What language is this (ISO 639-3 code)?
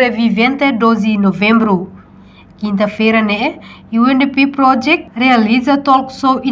tet